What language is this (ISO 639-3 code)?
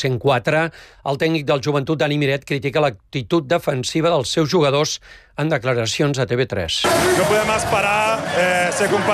cat